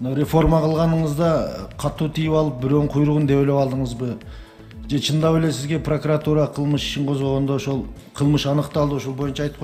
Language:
Kyrgyz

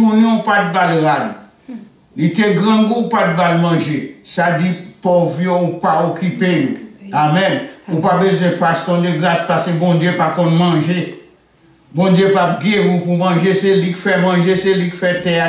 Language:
Haitian Creole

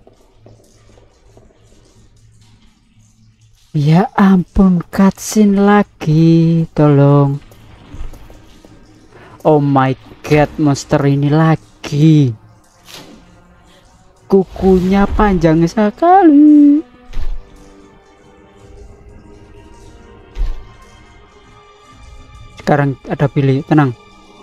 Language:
Indonesian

